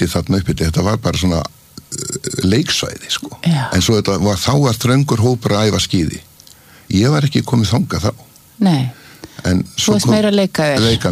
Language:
Icelandic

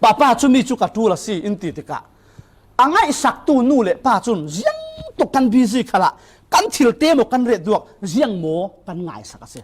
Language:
Falam Chin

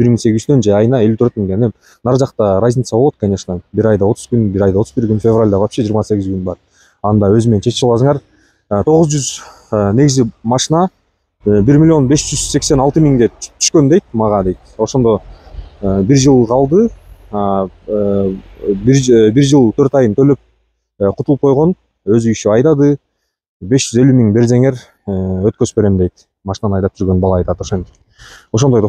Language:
Kyrgyz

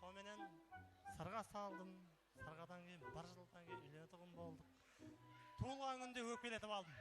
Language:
Kara-Kalpak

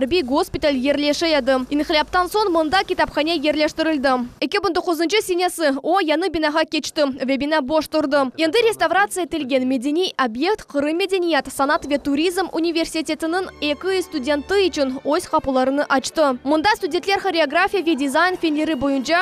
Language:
Crimean Tatar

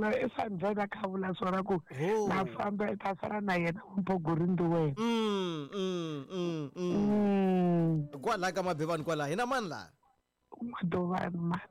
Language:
Tsonga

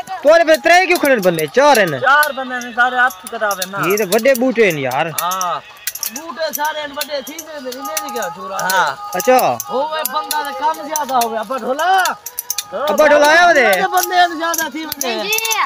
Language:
Saraiki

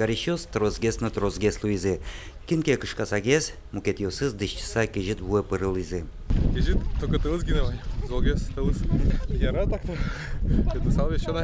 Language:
Udmurt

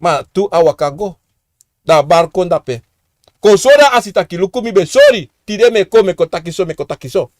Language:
Sranan Tongo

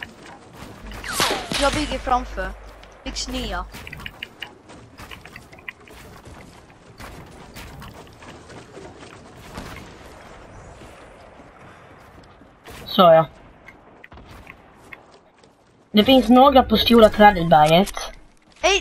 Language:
Swedish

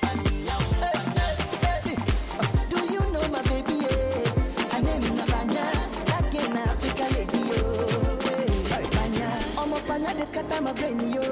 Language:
Nigerian Pidgin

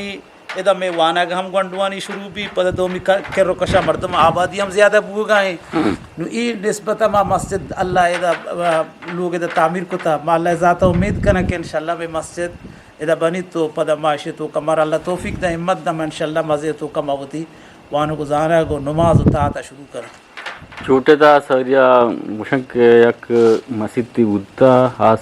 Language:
Eastern Balochi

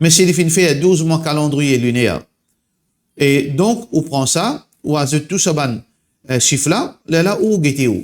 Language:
Morisyen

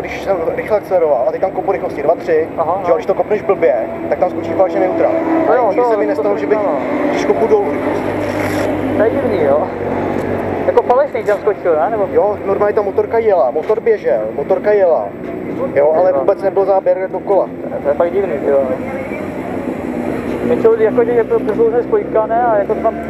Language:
Czech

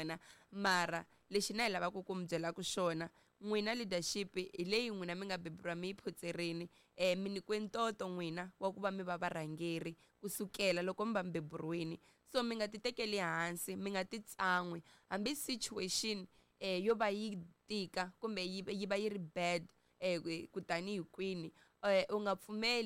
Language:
Tsonga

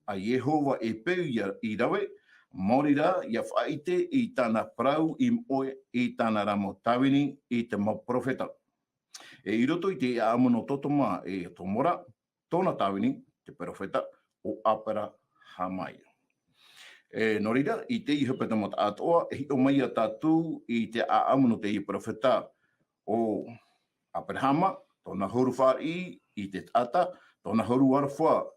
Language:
Tahitian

